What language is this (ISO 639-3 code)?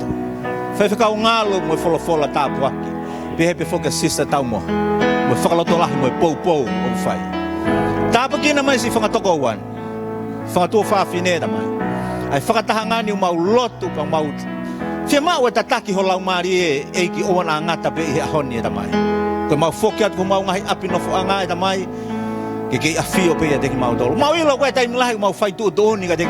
ton